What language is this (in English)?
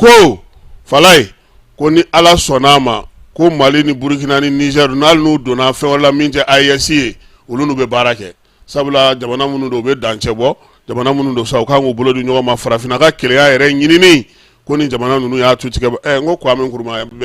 Bambara